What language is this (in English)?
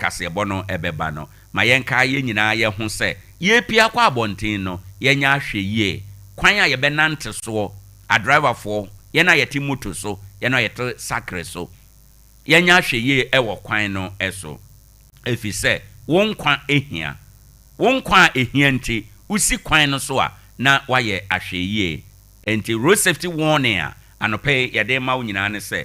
Akan